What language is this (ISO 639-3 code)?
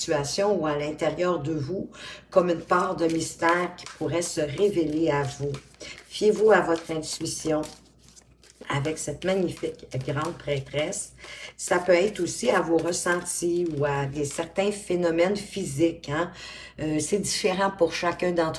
fra